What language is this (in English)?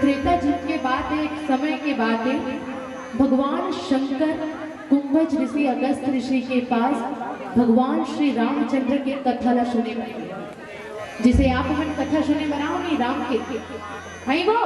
Chhattisgarhi